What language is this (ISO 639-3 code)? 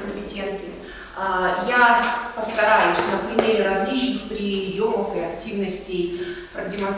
rus